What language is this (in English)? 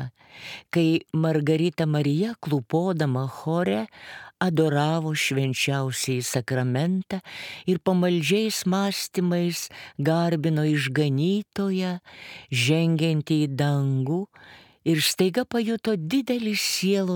Lithuanian